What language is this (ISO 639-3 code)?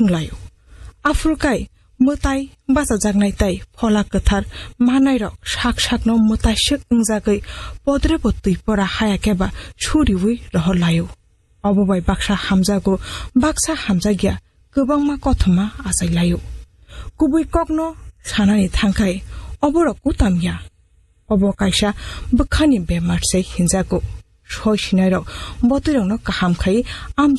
trp